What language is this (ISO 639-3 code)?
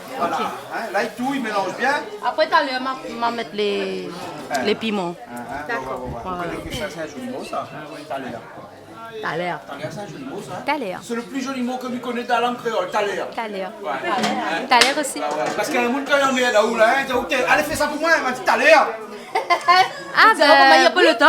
rcf